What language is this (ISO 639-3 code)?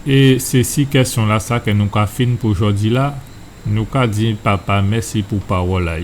gcf